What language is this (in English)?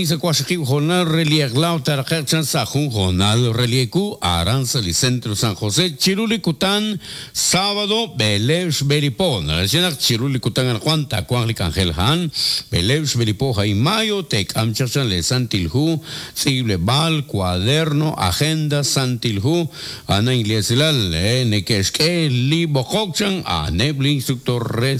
Kekchí